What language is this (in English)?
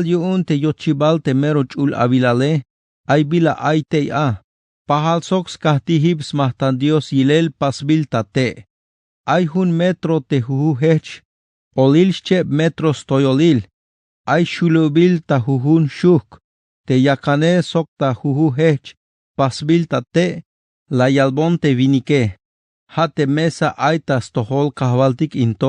Tzeltal